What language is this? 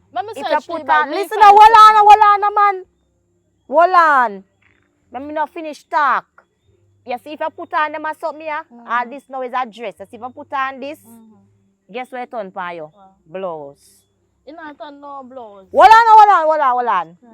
Jamaican Creole English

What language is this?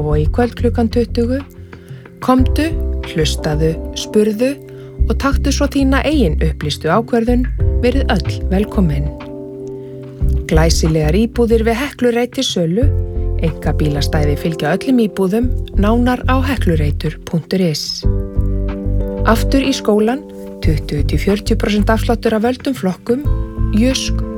Icelandic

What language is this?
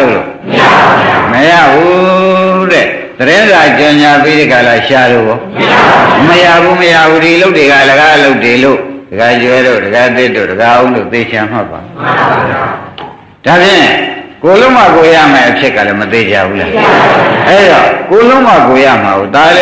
Burmese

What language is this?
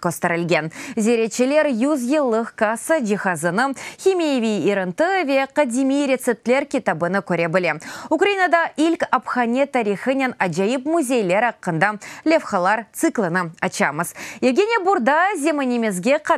Crimean Tatar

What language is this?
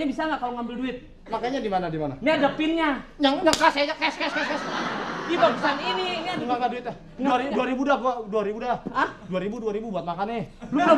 Betawi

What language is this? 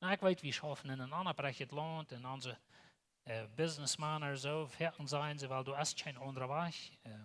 Plautdietsch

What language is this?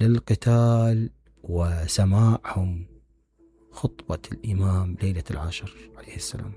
Mesopotamian Arabic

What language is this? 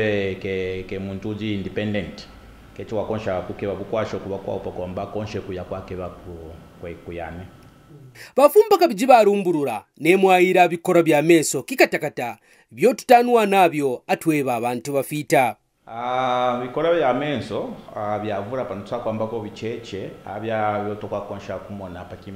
Kaonde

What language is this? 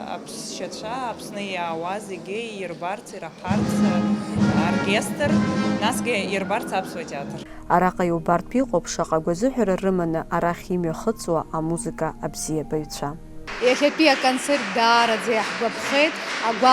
Abkhazian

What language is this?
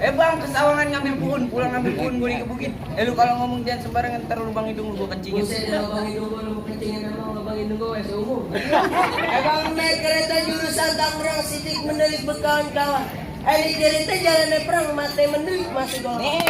Betawi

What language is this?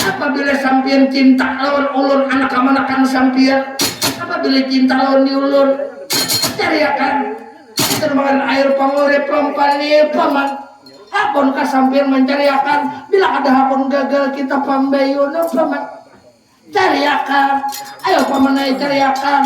Banjar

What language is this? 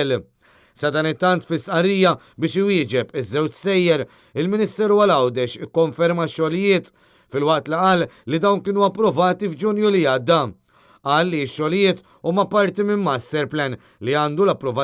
Maltese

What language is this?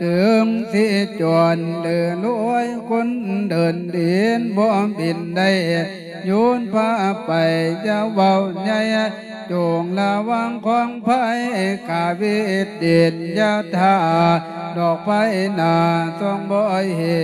Lao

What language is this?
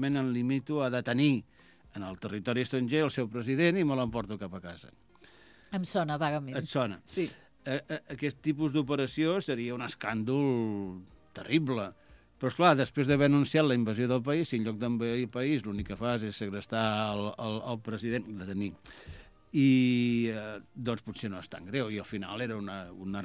Catalan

